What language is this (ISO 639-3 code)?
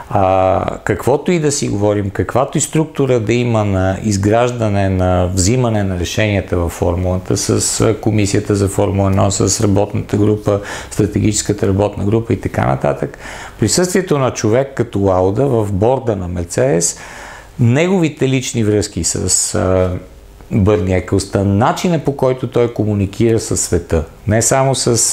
bul